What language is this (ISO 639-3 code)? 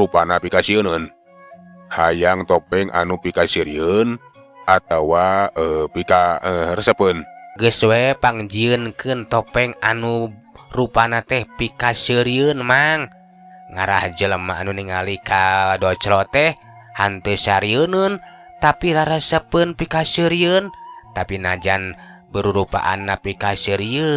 sun